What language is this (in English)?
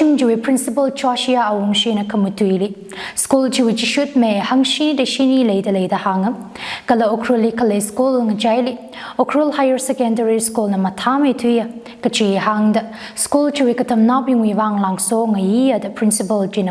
Tangkhul Naga (India)